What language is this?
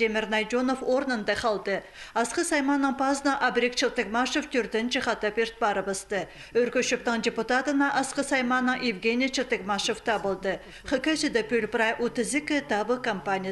Khakas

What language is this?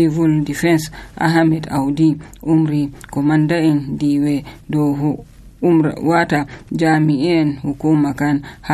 Nigerian Fulfulde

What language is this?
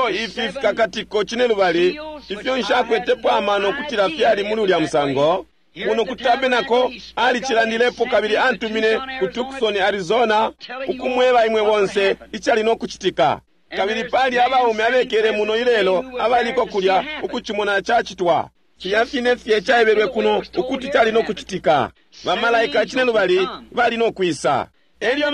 Bemba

